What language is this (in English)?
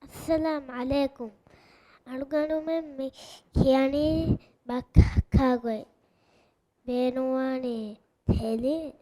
Divehi